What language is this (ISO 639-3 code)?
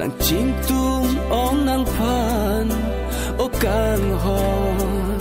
mjw